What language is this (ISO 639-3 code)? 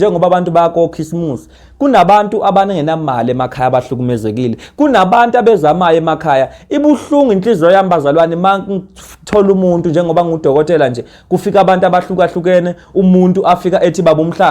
zul